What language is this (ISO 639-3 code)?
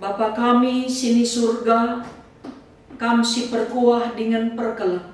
btx